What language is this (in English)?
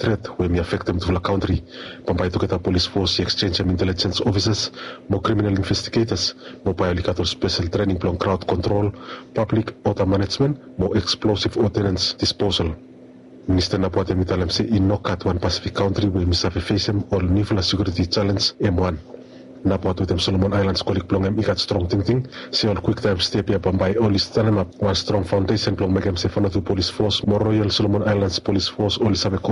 Bislama